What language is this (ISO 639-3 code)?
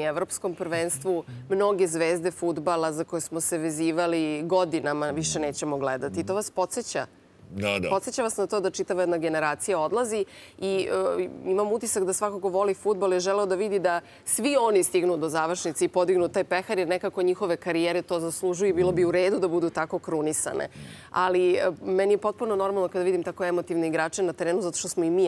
srp